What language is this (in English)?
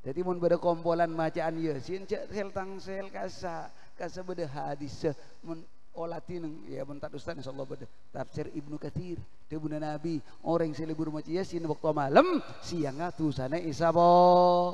Madurese